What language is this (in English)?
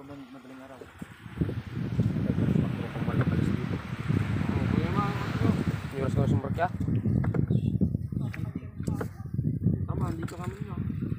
Filipino